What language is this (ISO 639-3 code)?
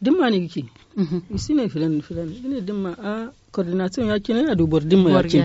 dje